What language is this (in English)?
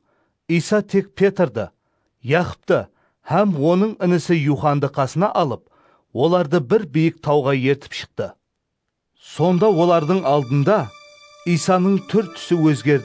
Kara-Kalpak